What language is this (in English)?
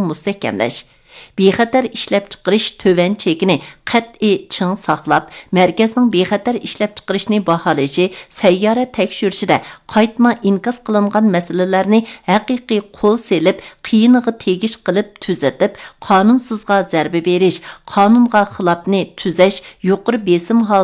Uyghur